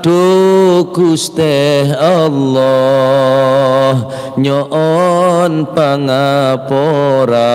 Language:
Madurese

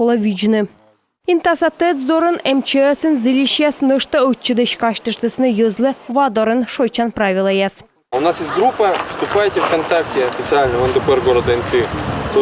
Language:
Komi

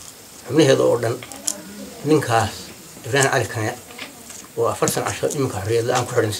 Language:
Somali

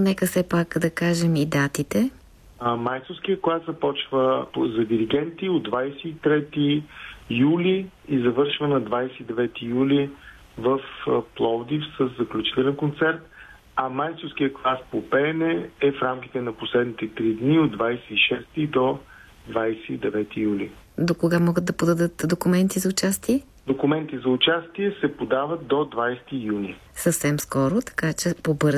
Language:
Bulgarian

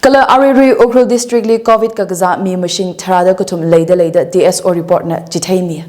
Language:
Tangkhul Naga (India)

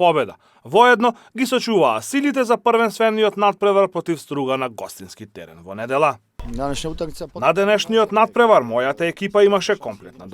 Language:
Macedonian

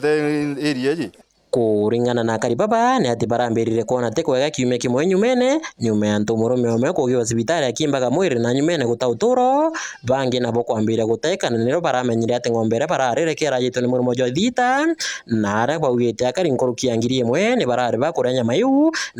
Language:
Meru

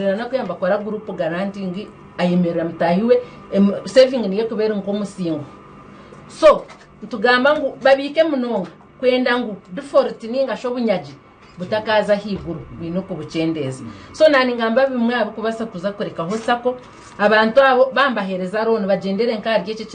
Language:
Nyankole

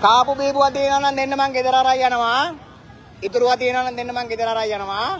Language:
Sinhala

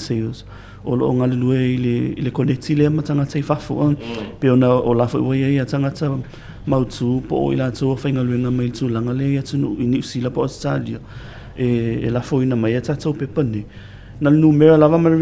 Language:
Samoan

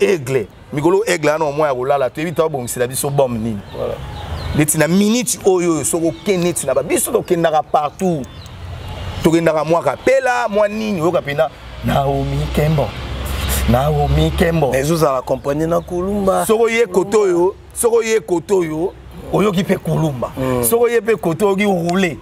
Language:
Lingala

